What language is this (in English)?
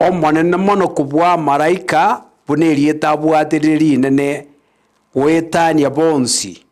Gusii